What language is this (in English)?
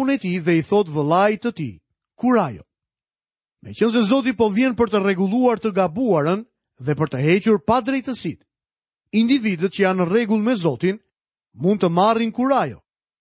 Albanian